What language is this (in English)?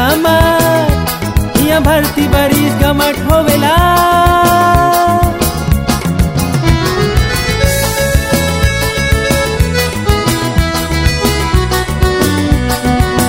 Bhojpuri